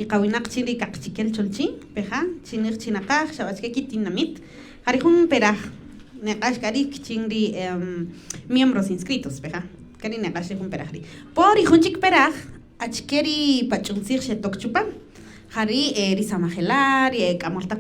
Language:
Kaqchikel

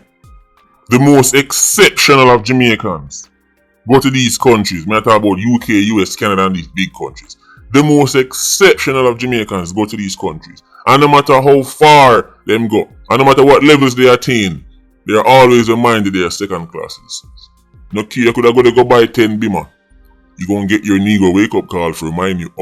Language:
Jamaican Creole English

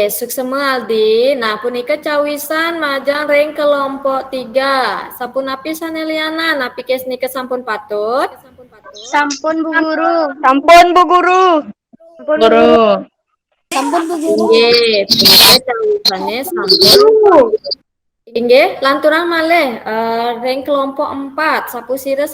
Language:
Balinese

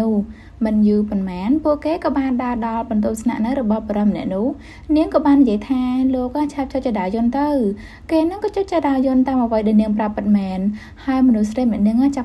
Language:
Khmer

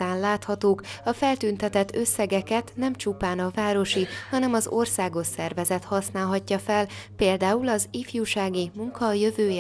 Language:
Hungarian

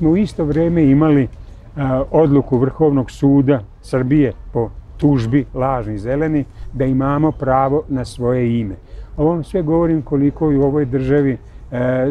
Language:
Serbian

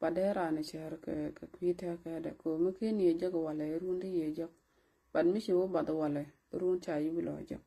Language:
Nuer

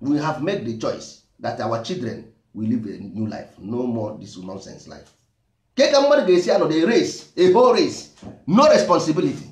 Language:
Igbo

